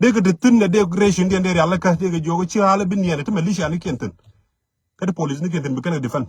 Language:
Nuer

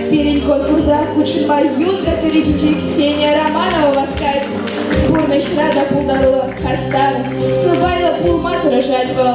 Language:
Chuvash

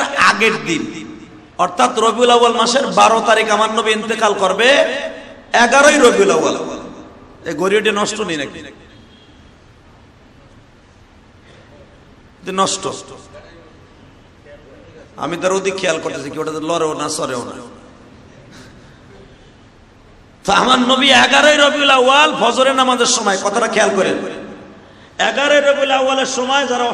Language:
Bangla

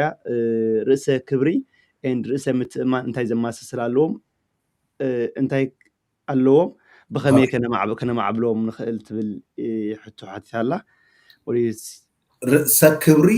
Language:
Tigrinya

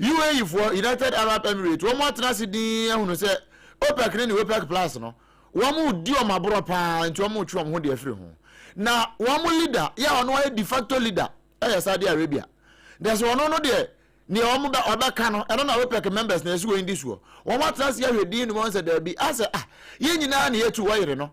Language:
Akan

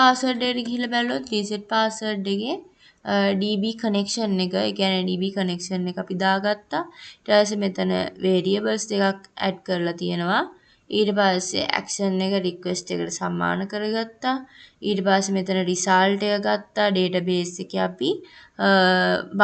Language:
Sinhala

